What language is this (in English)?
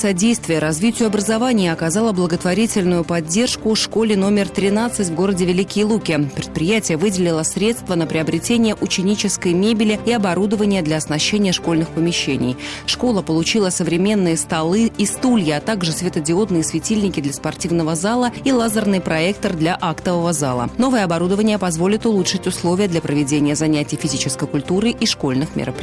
Russian